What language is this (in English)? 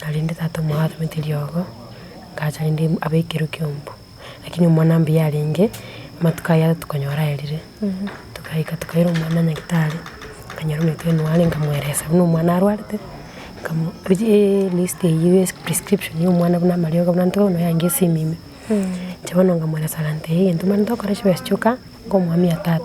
Gusii